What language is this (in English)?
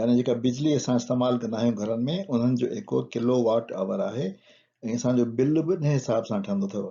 Sindhi